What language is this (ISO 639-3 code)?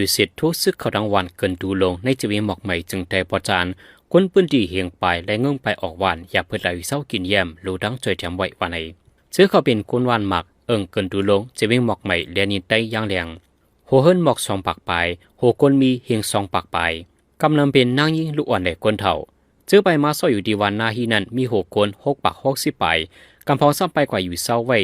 shn